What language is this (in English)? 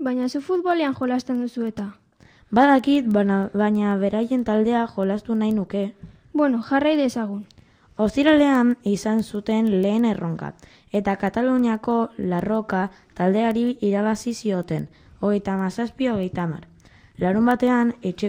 Basque